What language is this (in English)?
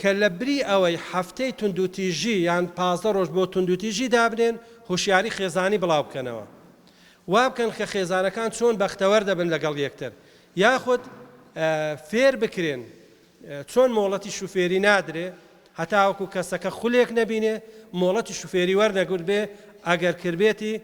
Central Kurdish